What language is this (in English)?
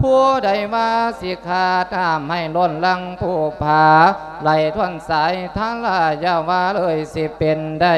Lao